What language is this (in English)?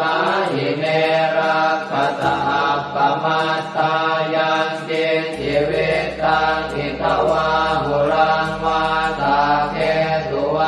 Pali